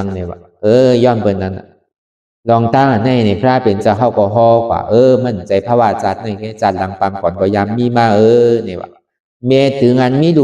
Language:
Shan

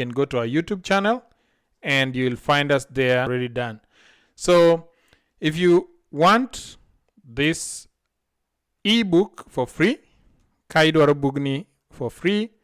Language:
Luo (Kenya and Tanzania)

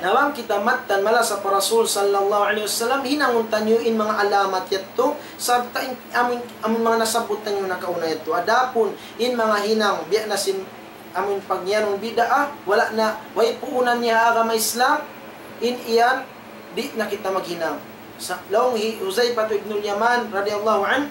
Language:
Tausug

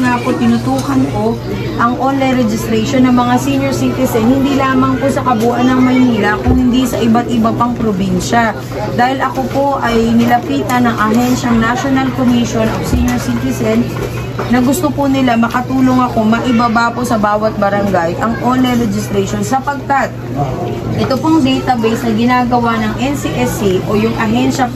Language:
Filipino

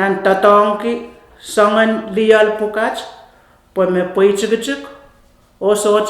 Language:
Pohnpeian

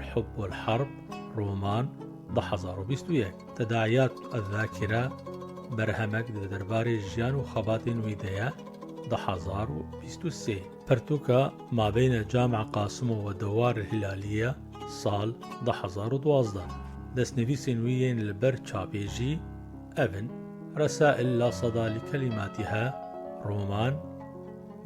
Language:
Kurdish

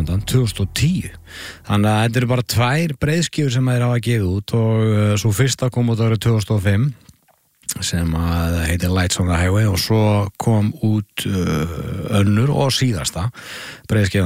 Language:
Icelandic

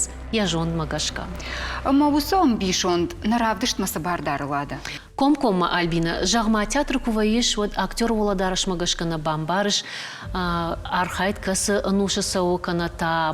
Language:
Ossetic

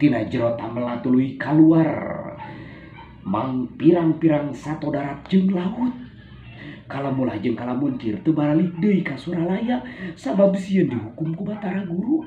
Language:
Sundanese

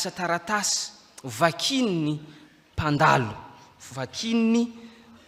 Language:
Malagasy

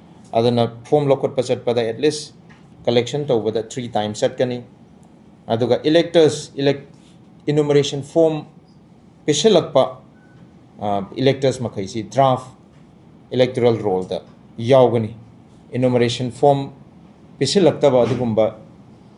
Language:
Manipuri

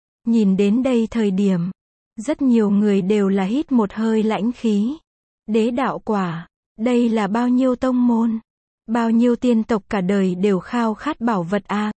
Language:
Vietnamese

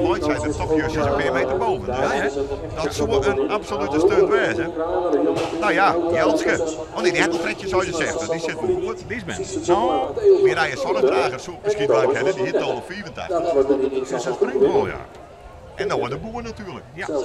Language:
Western Frisian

